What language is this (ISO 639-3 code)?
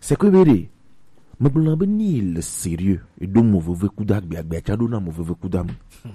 gej